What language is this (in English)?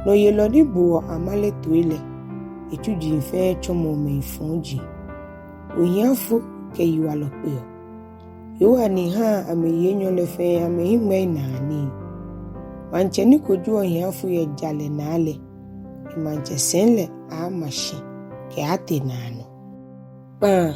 Ga